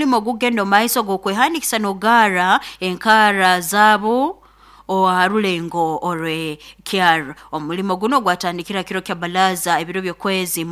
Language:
Nyoro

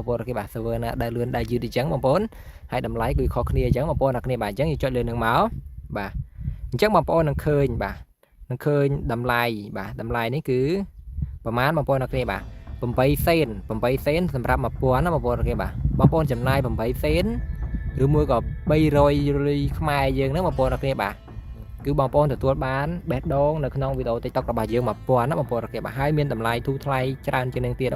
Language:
Khmer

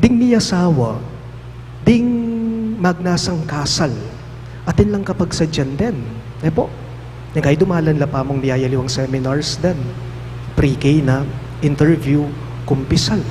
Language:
Pampanga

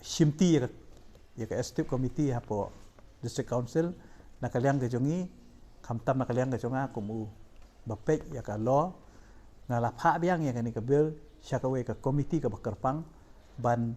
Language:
Khasi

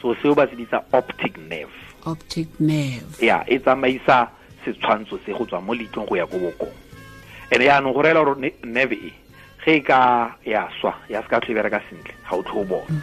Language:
Tswana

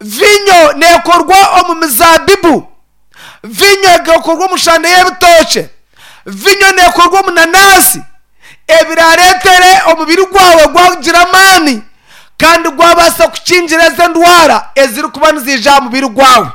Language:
Nyankole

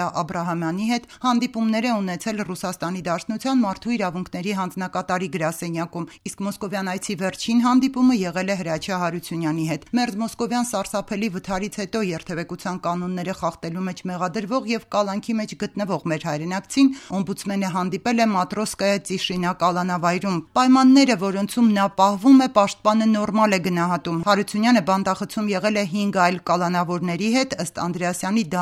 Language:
Armenian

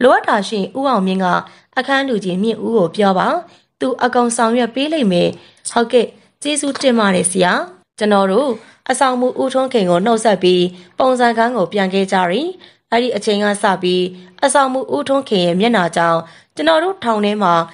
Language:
Burmese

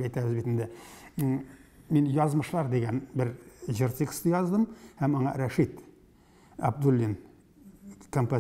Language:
Tatar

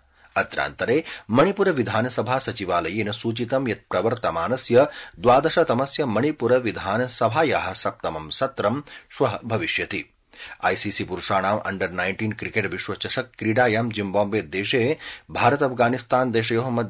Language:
Sanskrit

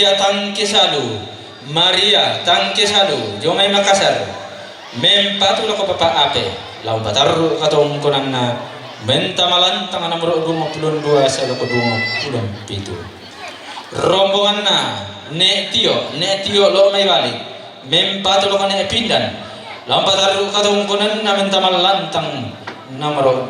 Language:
Toraja-Sa'dan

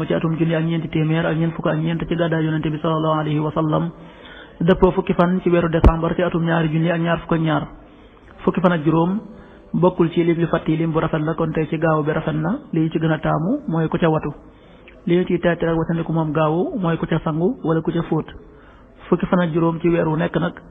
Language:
Wolof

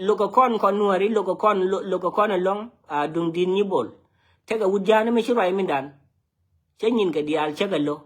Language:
Nuer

